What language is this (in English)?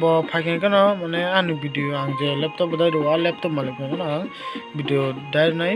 Kok Borok